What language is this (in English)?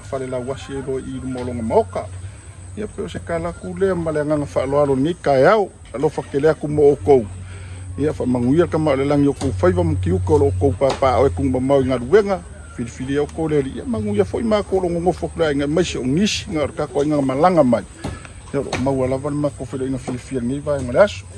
Samoan